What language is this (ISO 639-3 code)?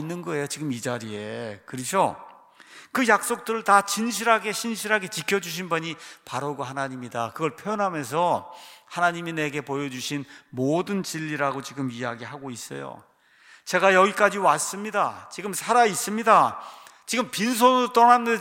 kor